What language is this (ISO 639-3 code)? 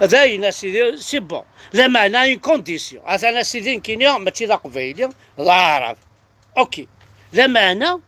kab